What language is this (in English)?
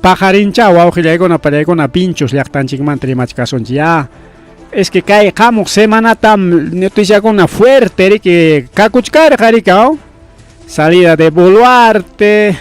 Ayacucho Quechua